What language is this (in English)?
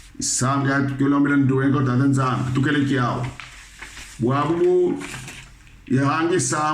Kongo